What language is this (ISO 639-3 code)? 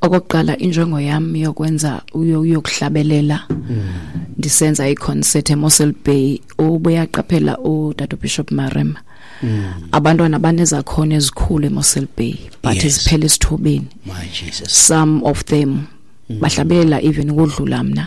xho